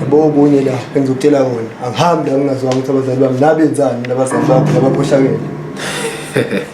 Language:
Zulu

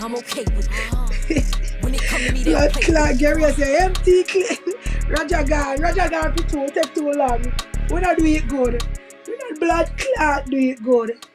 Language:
Jamaican Creole English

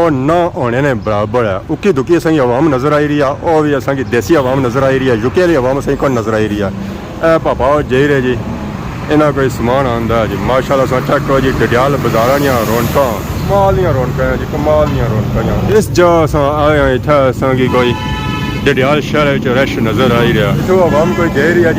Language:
Pahari-Potwari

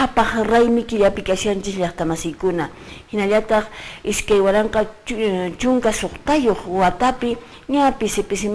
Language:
Quechua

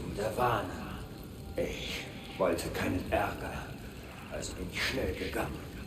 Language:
Bavarian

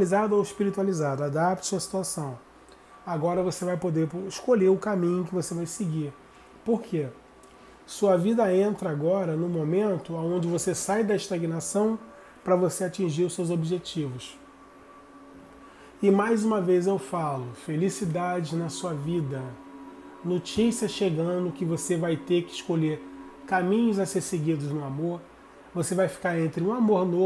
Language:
Portuguese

